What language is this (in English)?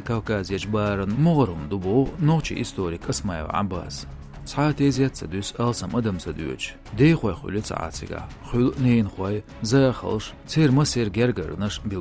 Chechen